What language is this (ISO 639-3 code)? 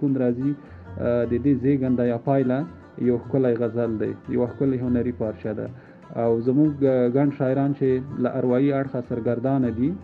pus